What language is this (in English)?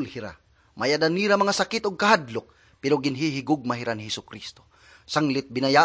Waray